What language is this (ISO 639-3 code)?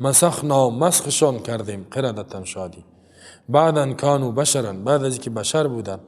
fas